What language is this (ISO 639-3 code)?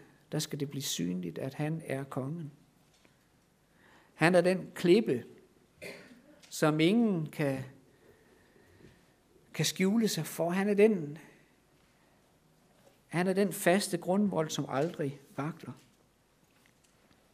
dan